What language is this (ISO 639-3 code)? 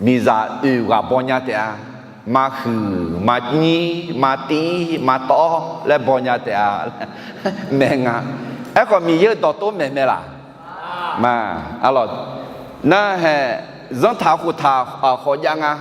ahk